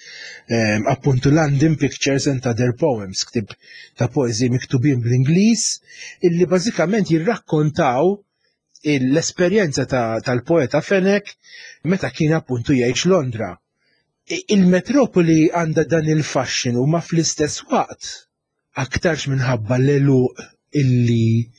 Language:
Maltese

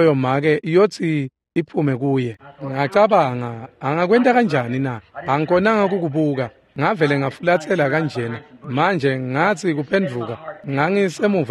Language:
Swati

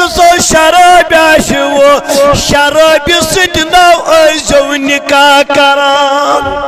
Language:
Kashmiri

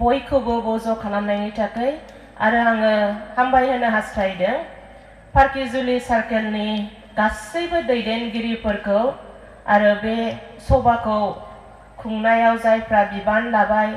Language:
Bodo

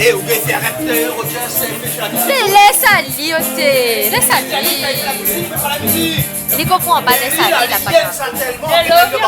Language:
Réunion Creole French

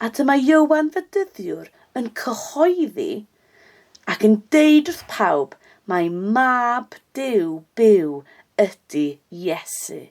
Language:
Welsh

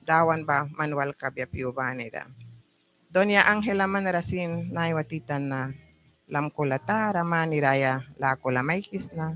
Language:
Mískito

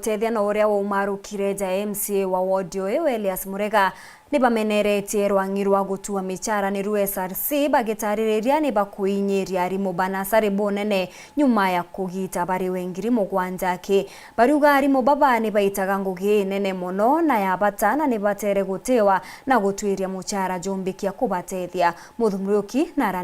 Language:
Meru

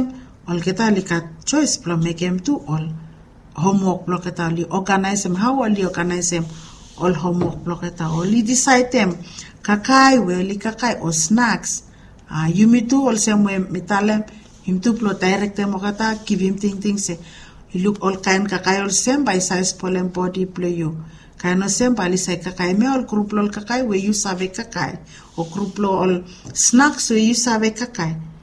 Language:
Bislama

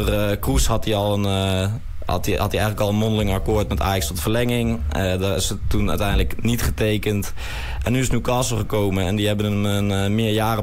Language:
Dutch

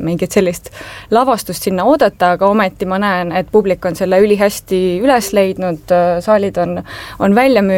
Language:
Estonian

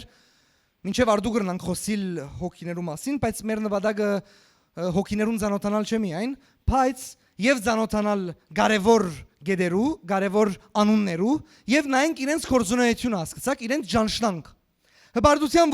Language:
Western Armenian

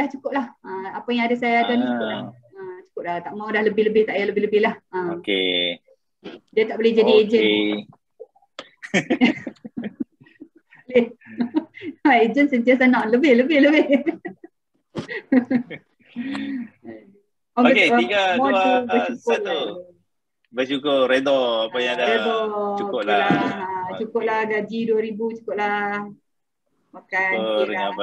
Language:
Malay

